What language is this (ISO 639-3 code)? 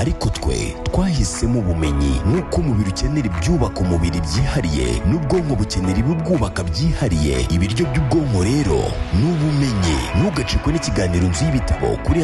kin